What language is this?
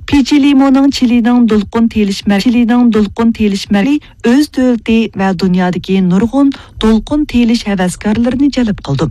Uyghur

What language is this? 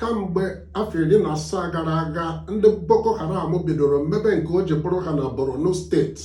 Igbo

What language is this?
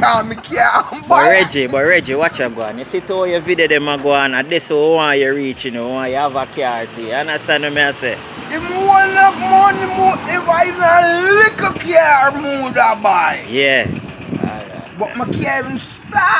Jamaican Creole English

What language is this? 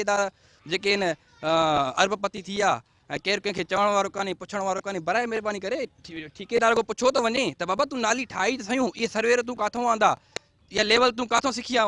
Sindhi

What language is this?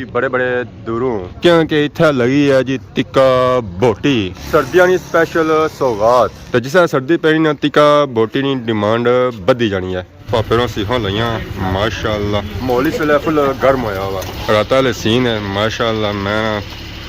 Pahari-Potwari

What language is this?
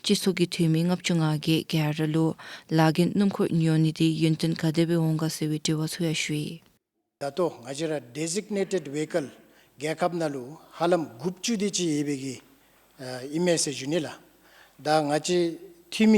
Dzongkha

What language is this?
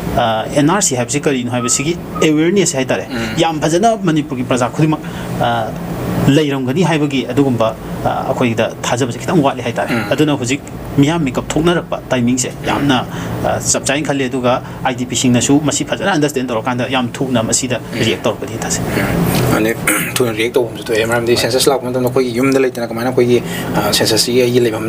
Manipuri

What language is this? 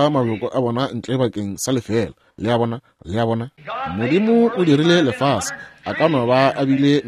Northern Sotho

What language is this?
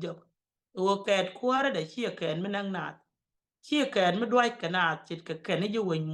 Nuer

